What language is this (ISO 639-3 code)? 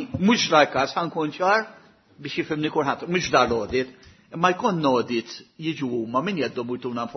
mlt